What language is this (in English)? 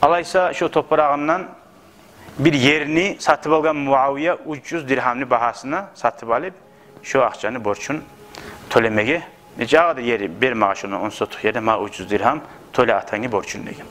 Kumyk